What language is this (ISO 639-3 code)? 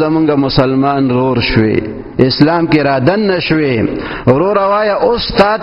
pus